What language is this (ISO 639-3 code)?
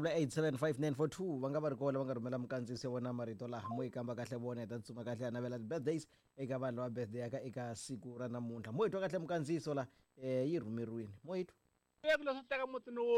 tso